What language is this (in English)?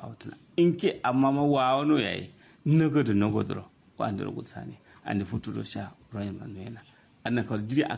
Kanuri